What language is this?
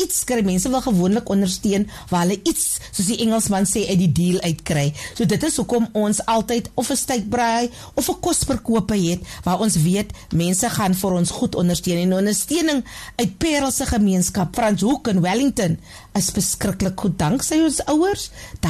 Afrikaans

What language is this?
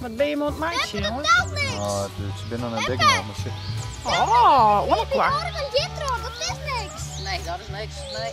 Western Frisian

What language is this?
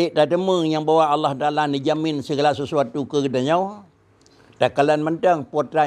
Achinese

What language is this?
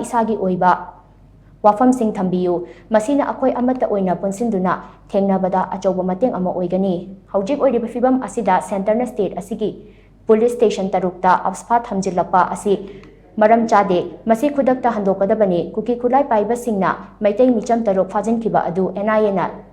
Manipuri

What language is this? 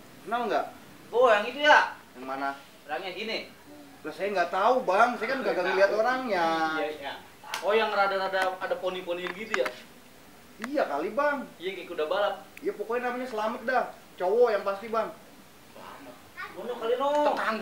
Betawi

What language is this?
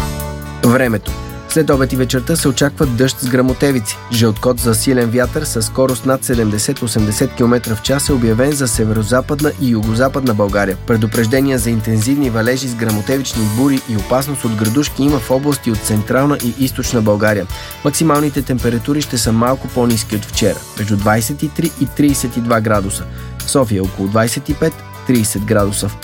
Bulgarian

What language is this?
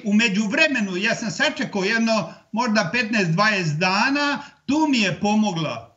Serbian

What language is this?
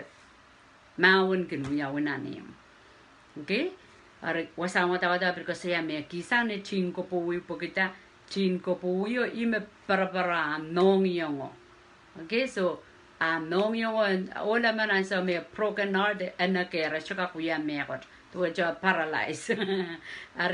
Pohnpeian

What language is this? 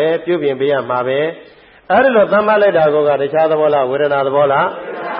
Burmese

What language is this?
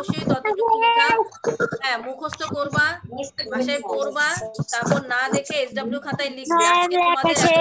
Bangla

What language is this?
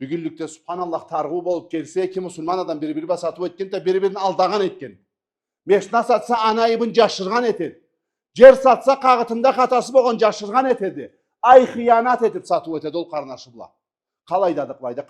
Karachay-Balkar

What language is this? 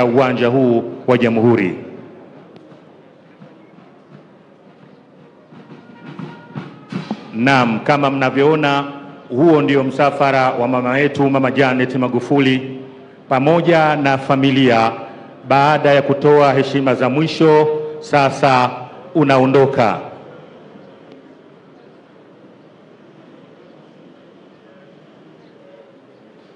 Swahili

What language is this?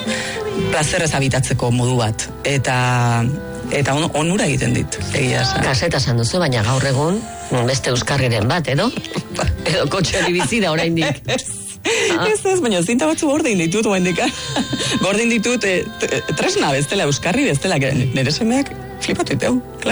Basque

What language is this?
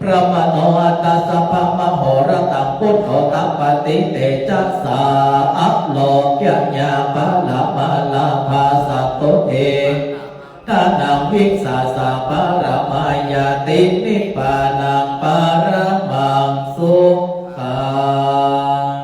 Pali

